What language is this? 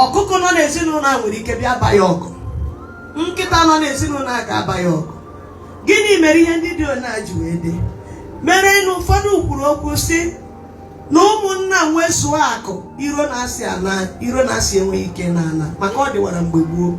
Igbo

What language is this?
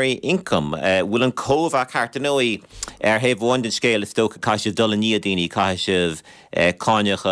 Irish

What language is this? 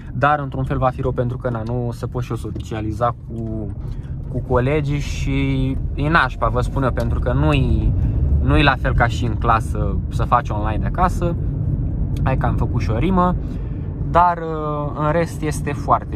Romanian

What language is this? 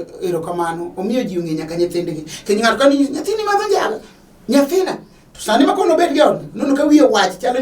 Luo (Kenya and Tanzania)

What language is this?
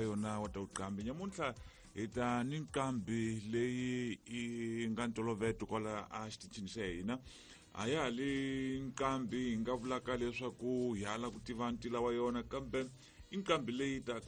Tsonga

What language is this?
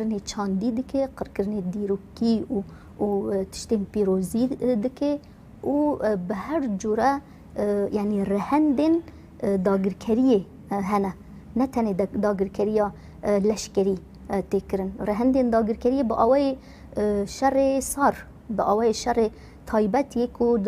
Kurdish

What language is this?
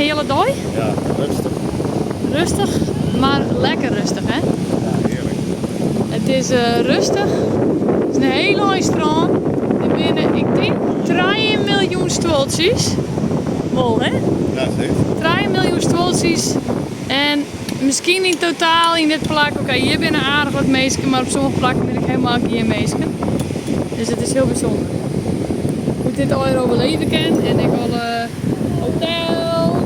Western Frisian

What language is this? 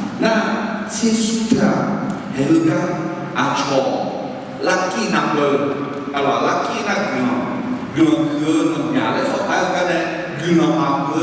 Akha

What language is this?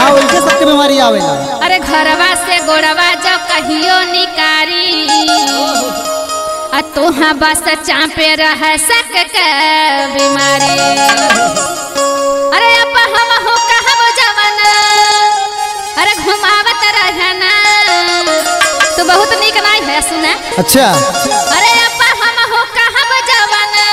Bhojpuri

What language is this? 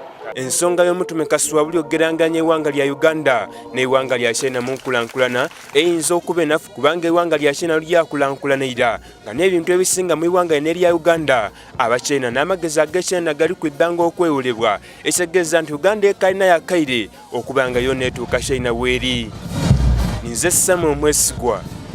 Soga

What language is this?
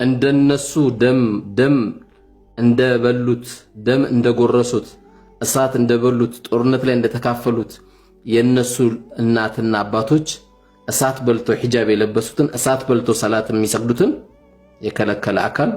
Amharic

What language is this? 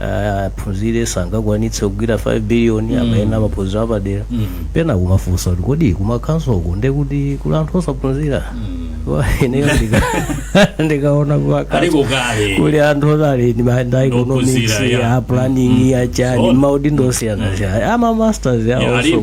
Nyanja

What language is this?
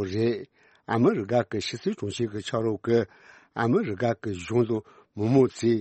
Tibetan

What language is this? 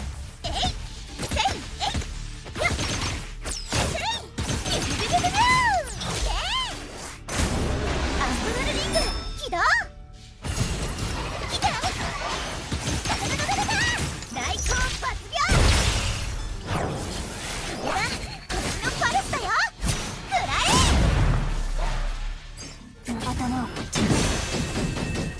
Japanese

